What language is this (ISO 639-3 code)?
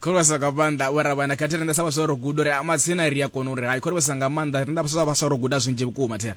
ven